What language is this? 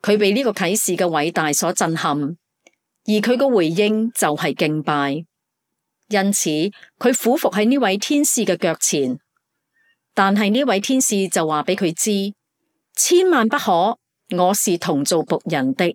Cantonese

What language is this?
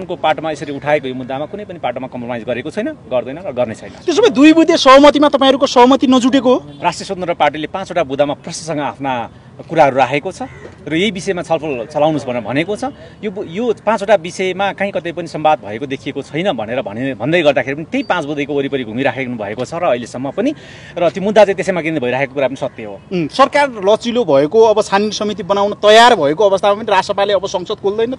Nepali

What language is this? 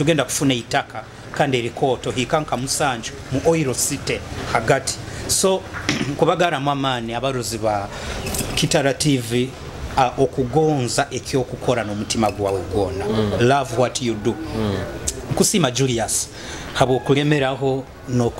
Nyoro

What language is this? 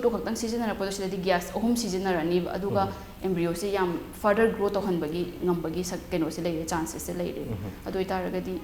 Manipuri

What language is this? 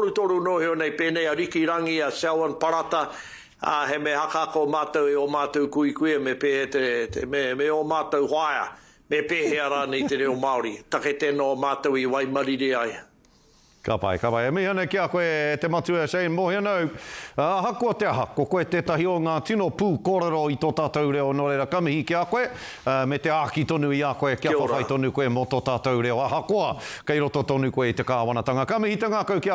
Māori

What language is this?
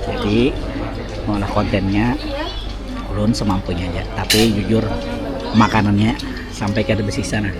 Banjar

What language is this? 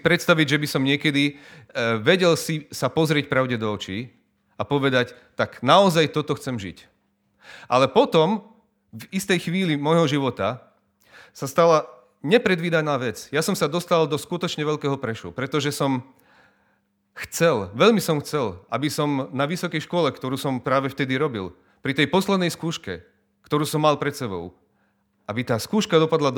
Slovak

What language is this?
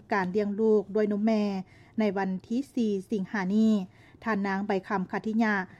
Lao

